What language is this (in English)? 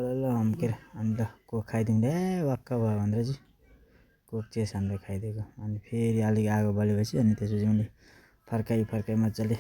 Nepali